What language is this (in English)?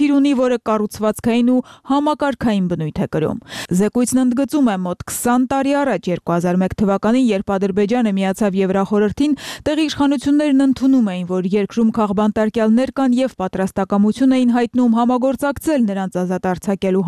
Armenian